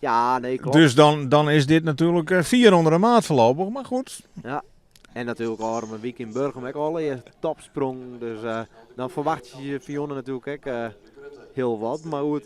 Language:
Western Frisian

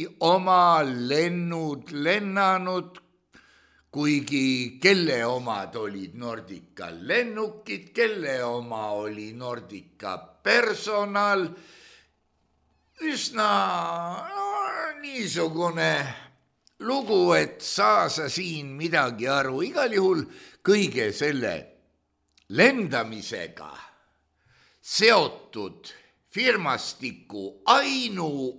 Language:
Estonian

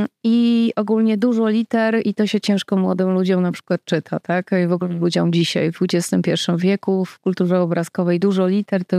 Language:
Polish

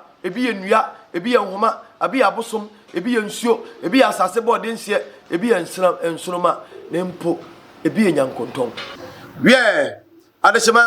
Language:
Akan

